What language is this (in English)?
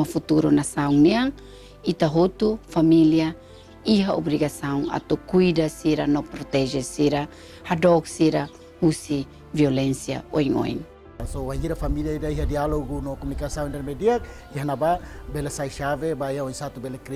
Tetum